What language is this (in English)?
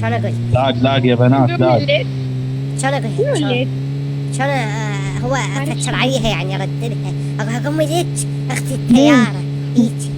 Mesopotamian Arabic